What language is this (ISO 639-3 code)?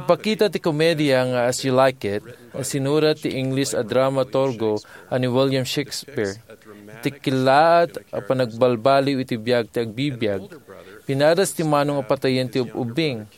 ilo